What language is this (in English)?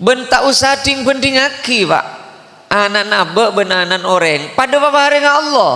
Madurese